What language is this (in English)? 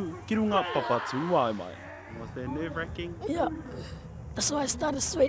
Māori